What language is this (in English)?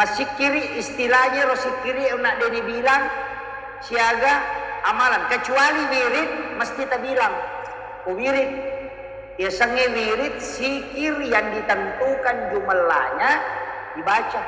Buginese